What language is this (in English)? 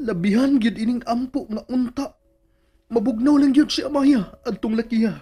Cebuano